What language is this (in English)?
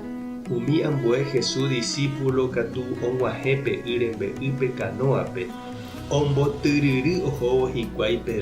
Guarani